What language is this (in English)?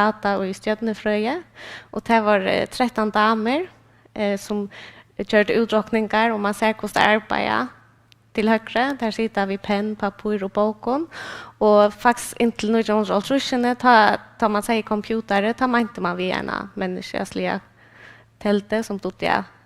Faroese